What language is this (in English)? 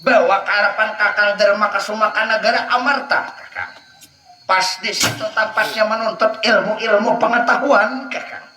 Banjar